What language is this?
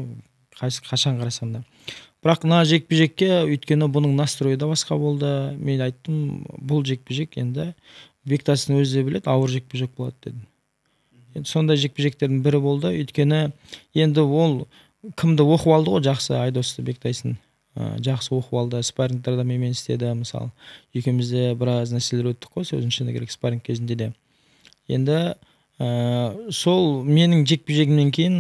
Kazakh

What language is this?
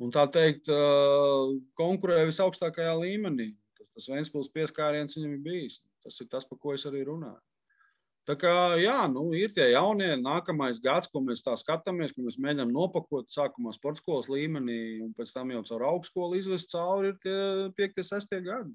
Latvian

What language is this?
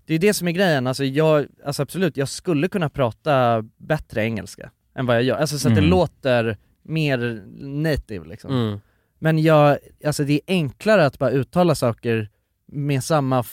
Swedish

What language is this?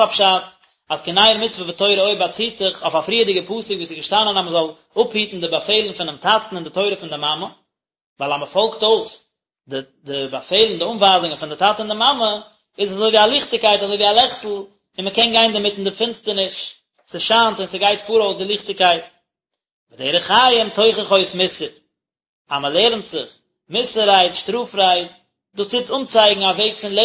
Yiddish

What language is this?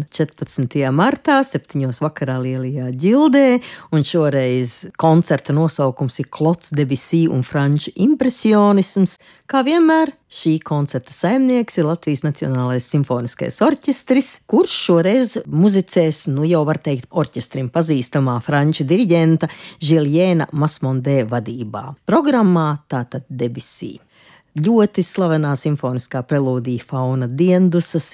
Latvian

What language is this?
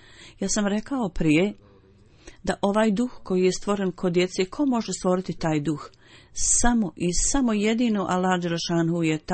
Bosnian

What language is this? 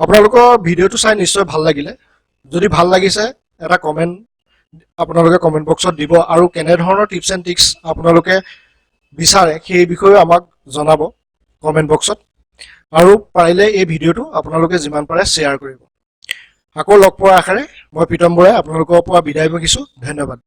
Assamese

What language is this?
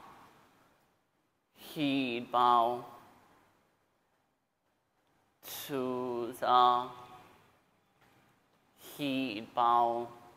Vietnamese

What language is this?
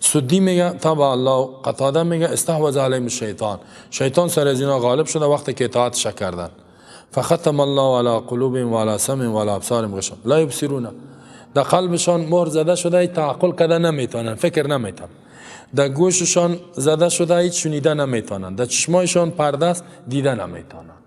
Persian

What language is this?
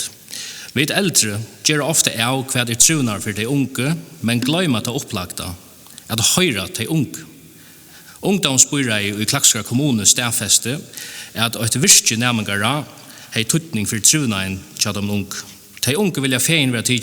Faroese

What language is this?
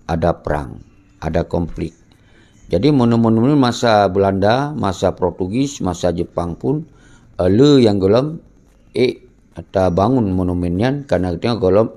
Achinese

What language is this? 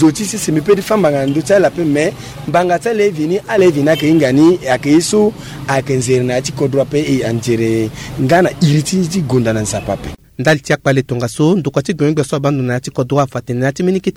Sango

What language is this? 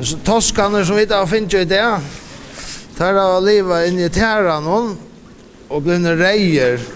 Faroese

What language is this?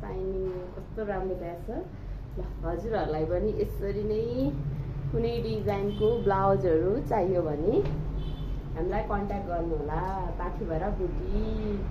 Nepali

